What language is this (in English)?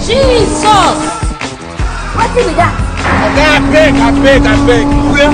Nigerian Pidgin